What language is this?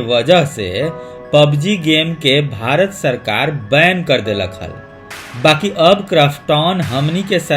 Magahi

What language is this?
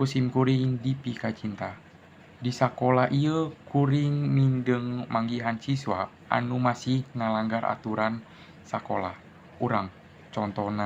Sundanese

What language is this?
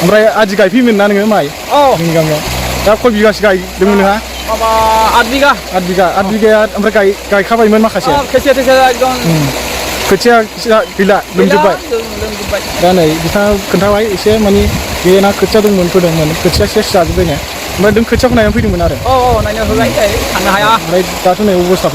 Bodo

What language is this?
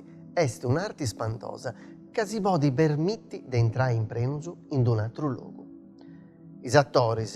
Sardinian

